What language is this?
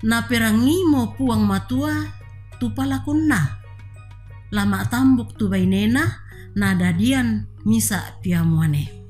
Toraja-Sa'dan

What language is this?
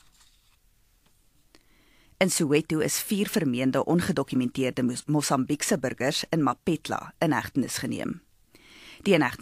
Afrikaans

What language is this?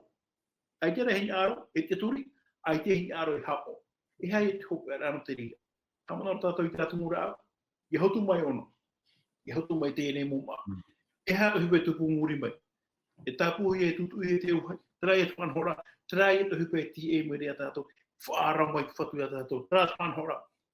Tahitian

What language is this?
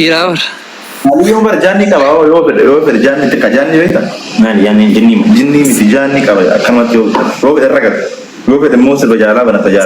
Oromo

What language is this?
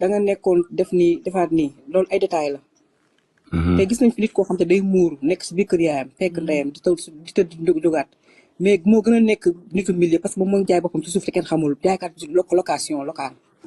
Wolof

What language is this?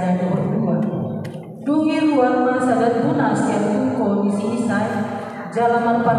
Batak Toba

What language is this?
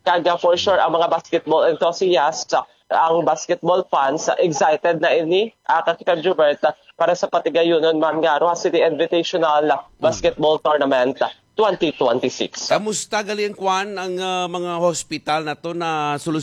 Hiligaynon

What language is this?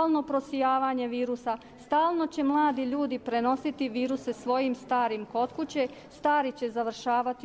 Croatian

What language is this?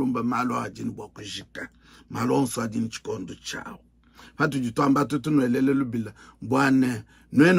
Luba-Lulua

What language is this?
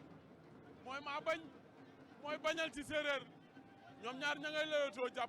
Wolof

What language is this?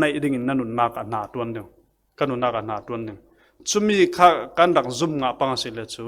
Falam Chin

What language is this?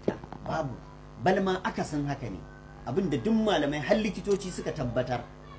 Hausa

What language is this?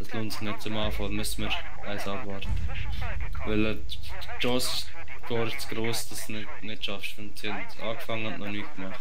Swiss German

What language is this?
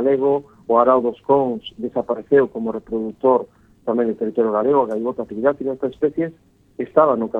Galician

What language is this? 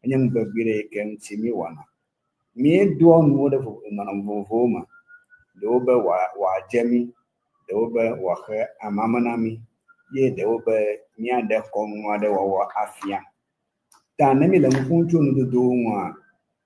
Ewe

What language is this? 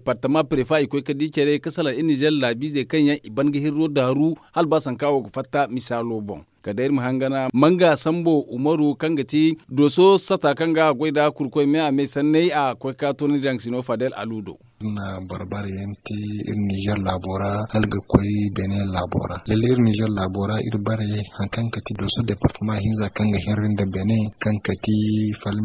Zarma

